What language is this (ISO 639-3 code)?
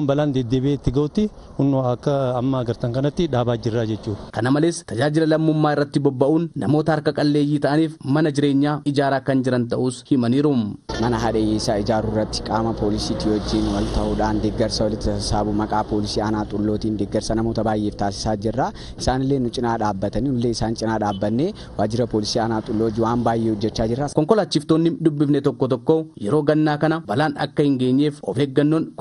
orm